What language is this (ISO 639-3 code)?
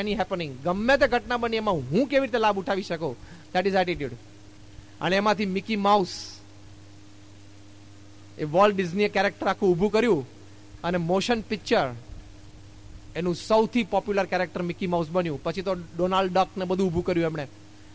guj